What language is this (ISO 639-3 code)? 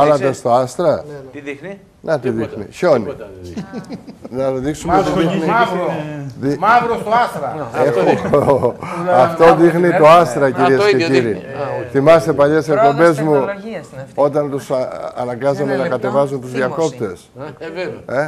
ell